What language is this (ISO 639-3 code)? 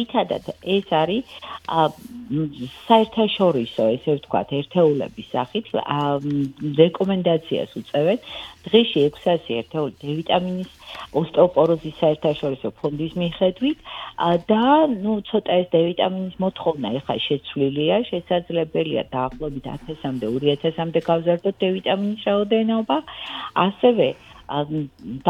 kat